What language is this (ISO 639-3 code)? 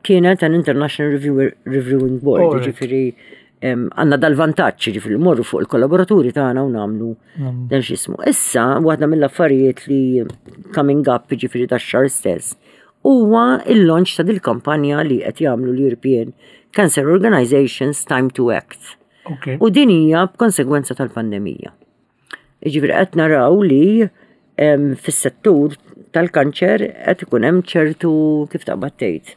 mlt